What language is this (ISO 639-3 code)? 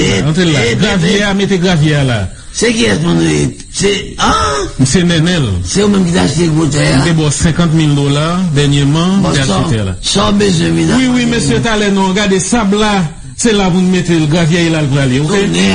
hat